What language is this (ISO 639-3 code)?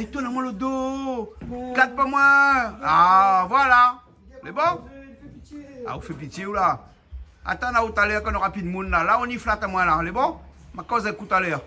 rcf